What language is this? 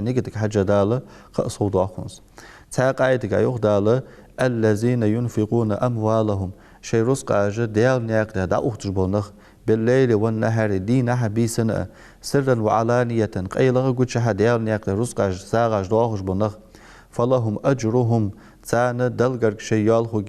Ingush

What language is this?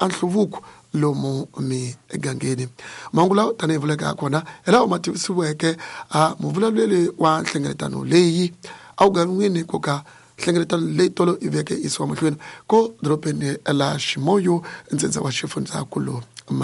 Tsonga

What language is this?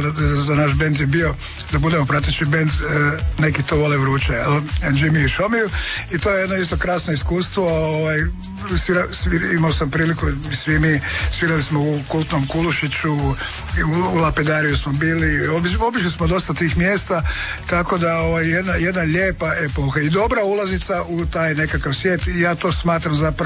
Croatian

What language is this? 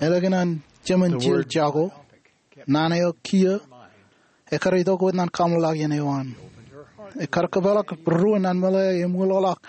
Marshallese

